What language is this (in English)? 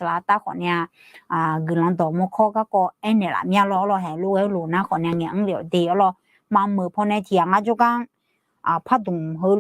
Akha